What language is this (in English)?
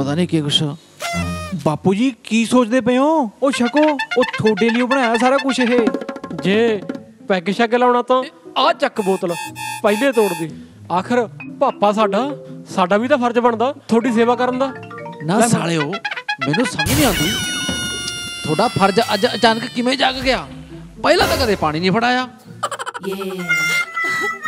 Punjabi